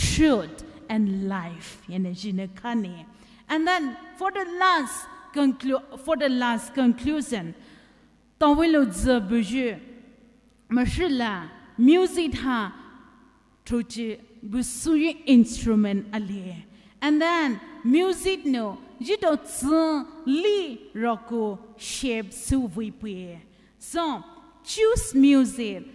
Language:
Poumei Naga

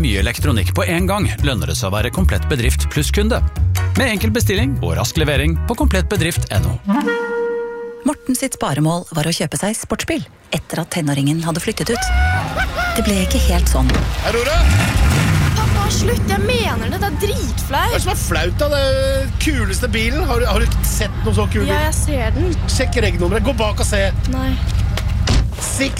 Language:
Norwegian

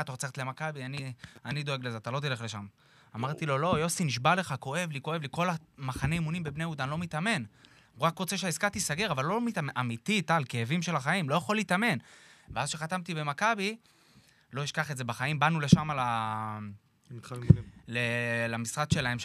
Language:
Hebrew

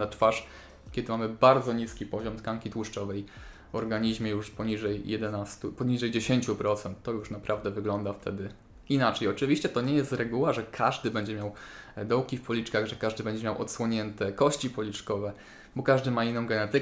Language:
Polish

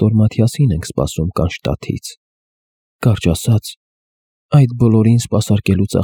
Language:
Armenian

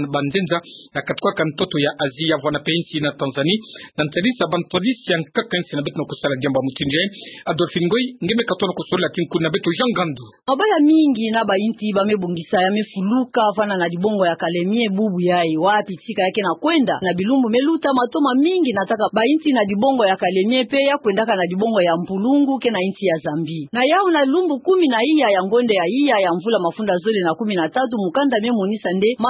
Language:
Kituba (Democratic Republic of Congo)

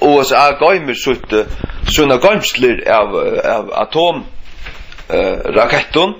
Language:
Faroese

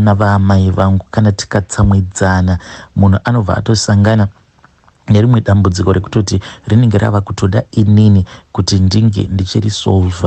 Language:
Shona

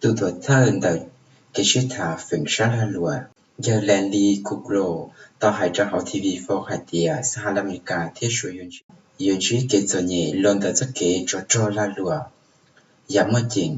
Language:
Hmong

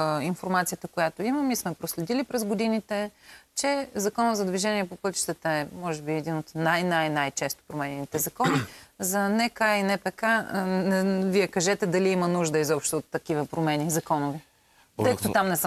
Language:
Bulgarian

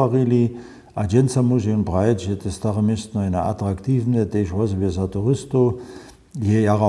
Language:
Upper Sorbian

